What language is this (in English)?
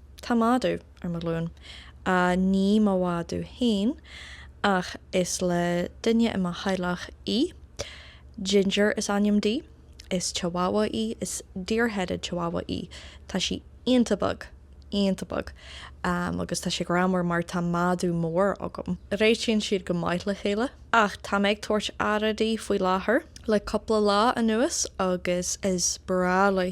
Irish